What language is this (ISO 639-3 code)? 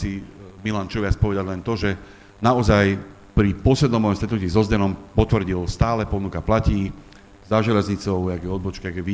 slk